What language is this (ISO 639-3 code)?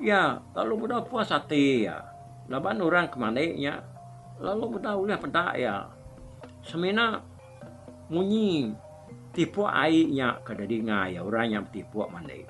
iba